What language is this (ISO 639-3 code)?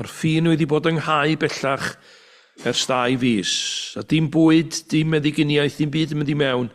cym